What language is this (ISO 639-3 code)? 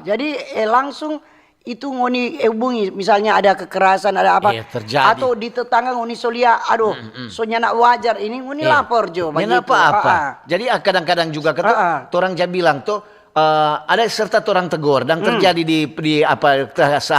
xmm